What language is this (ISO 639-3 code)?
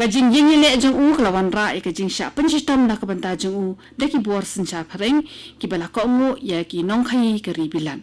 kha